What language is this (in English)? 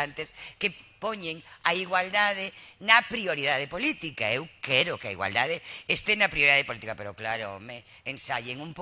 Galician